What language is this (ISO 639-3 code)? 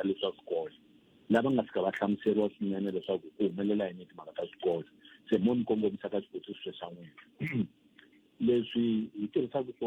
tso